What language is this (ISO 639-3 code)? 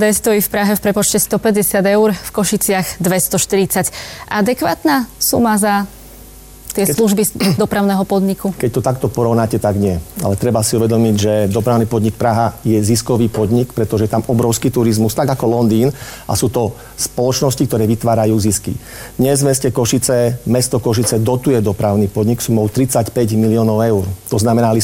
slk